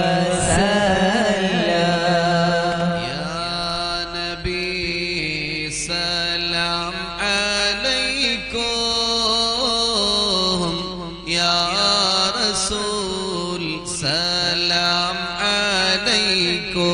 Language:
Malayalam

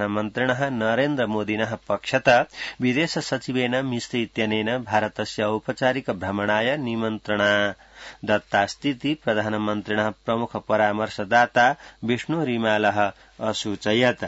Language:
Sanskrit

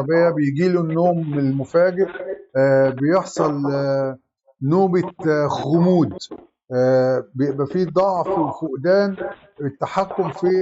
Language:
Egyptian Arabic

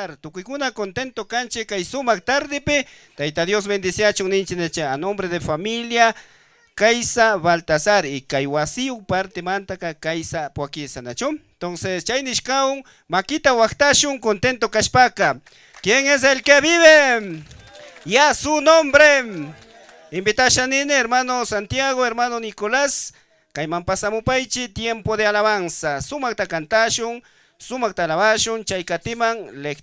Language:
Chimborazo Highland Quichua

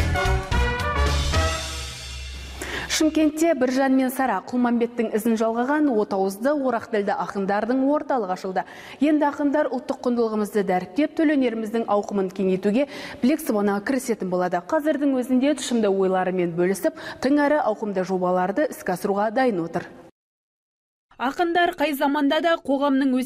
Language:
Kazakh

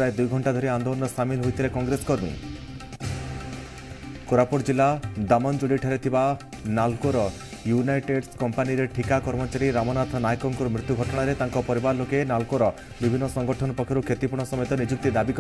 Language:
Odia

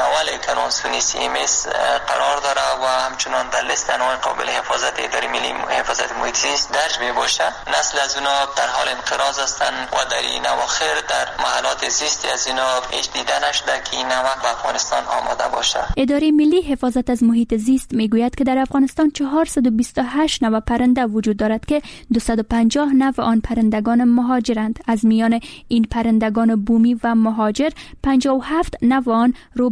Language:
Persian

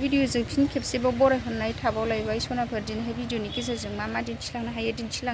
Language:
Bodo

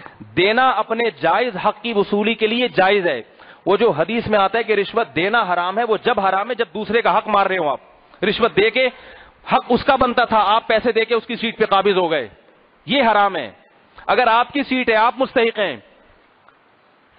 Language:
Urdu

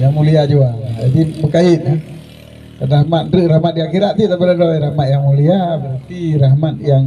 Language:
Achinese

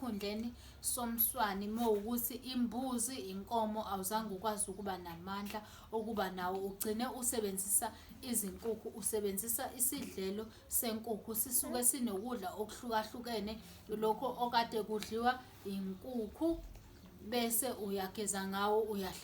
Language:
Zulu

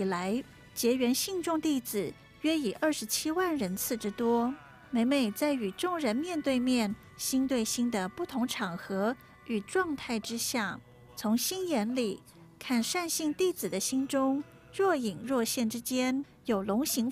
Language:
Chinese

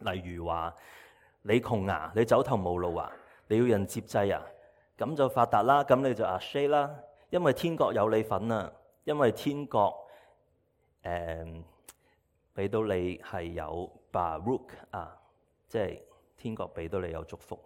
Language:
Cantonese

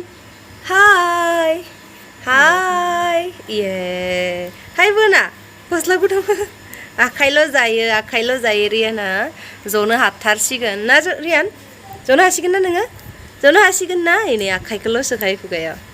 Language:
Bodo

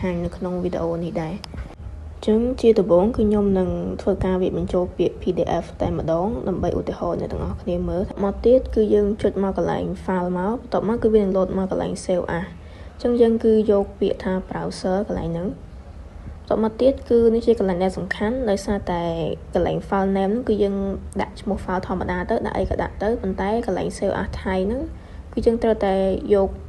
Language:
Khmer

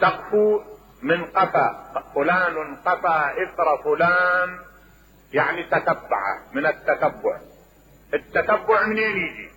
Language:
Mesopotamian Arabic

